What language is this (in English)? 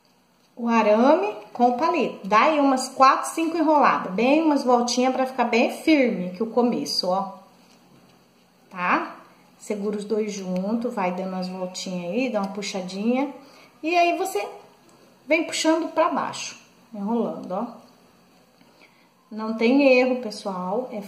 Portuguese